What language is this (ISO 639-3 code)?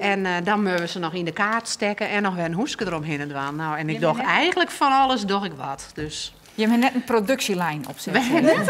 fry